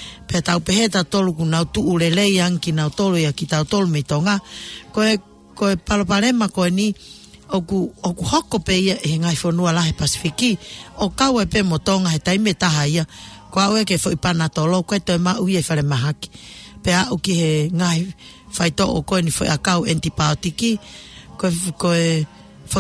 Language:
Tongan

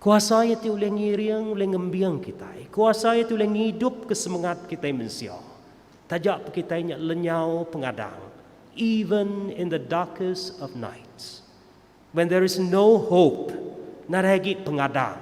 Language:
Iban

